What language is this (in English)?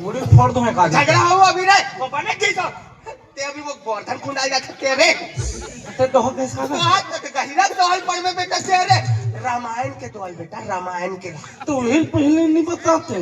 Chhattisgarhi